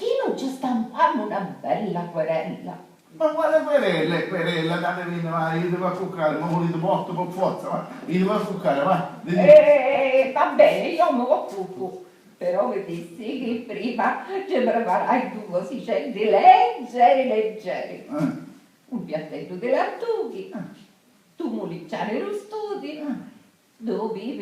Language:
Sicilian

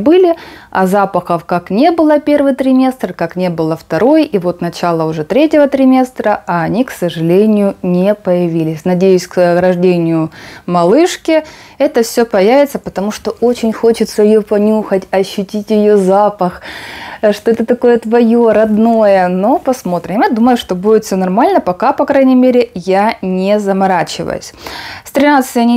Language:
Russian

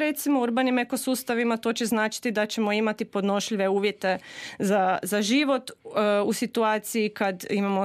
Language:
Croatian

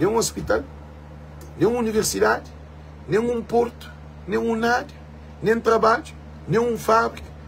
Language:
Kabuverdianu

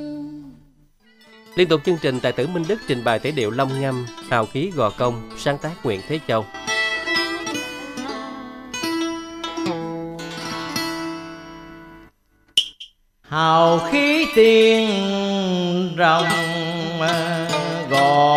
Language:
Vietnamese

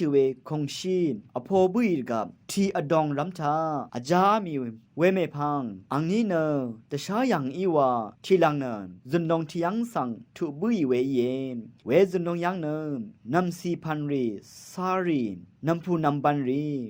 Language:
Rawang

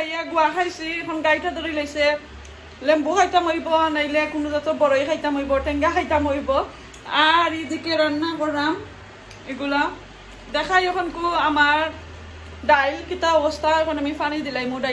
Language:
Sylheti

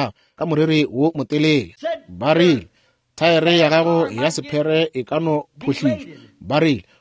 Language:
Northern Sotho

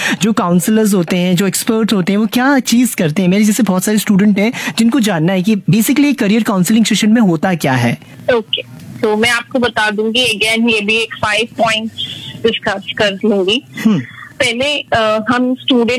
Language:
Hindi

